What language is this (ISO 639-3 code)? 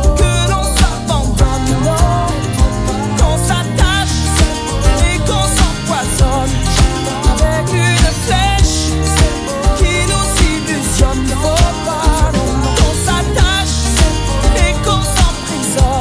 fra